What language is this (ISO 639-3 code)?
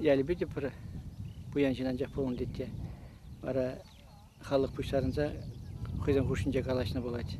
chv